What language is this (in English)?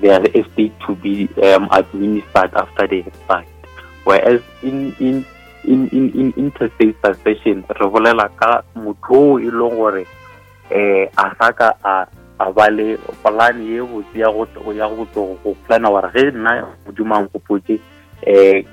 Northern Sotho